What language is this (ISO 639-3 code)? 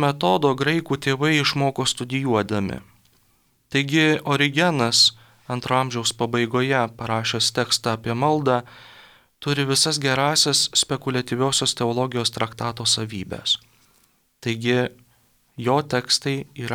lit